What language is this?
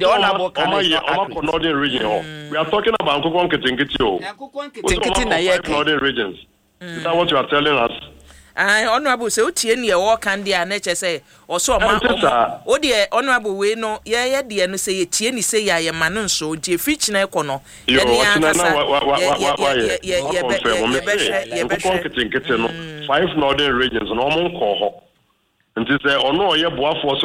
Akan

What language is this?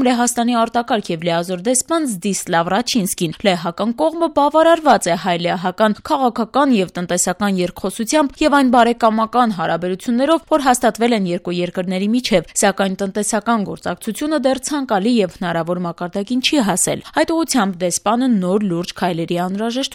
Armenian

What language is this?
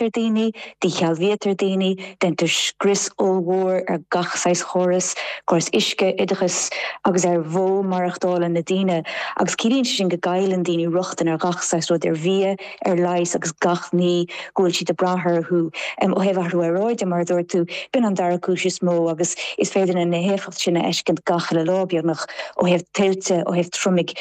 Irish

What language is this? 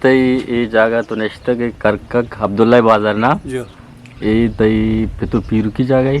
Eastern Balochi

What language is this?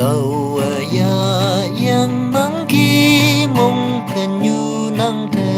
Naga Pidgin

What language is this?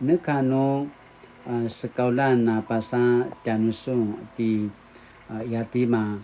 Paiwan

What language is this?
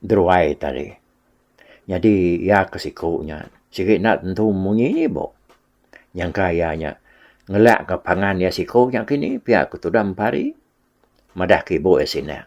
Iban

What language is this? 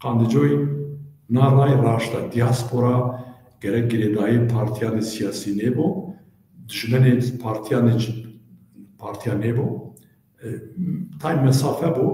Zaza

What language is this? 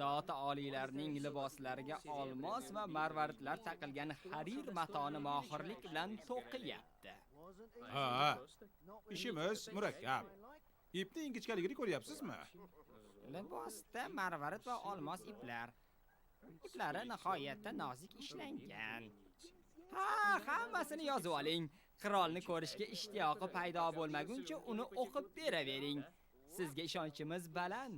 Uzbek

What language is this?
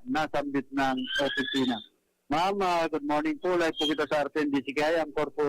Bikol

